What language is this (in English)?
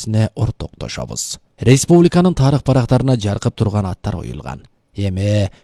Kyrgyz